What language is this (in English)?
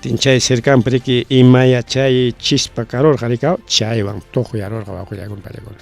Ayacucho Quechua